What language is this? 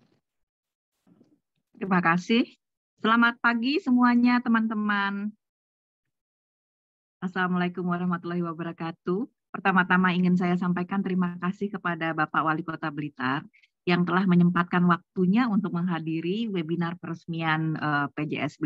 Indonesian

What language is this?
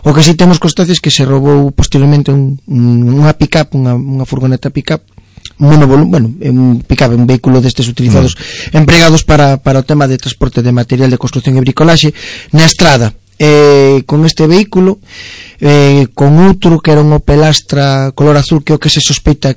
Galician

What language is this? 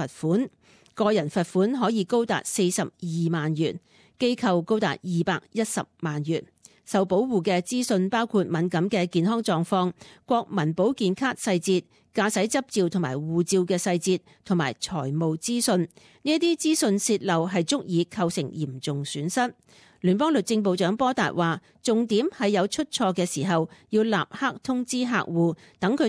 Cantonese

